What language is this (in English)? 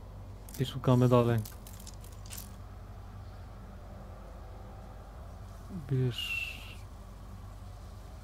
Polish